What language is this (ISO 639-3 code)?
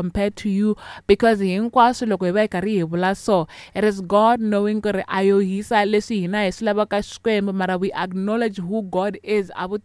tso